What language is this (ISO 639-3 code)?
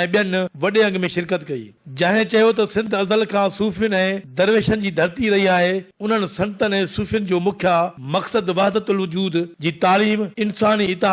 snd